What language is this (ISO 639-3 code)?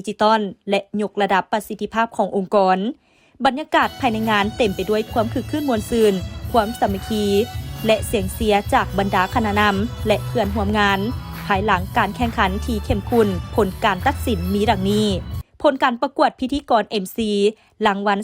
lao